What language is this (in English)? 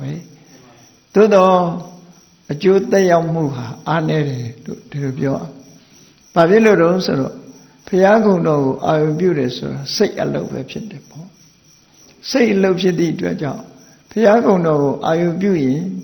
Burmese